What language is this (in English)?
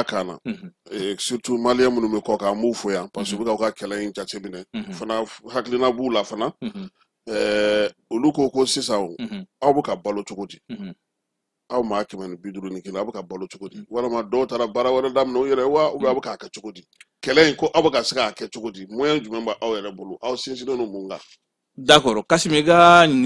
Bambara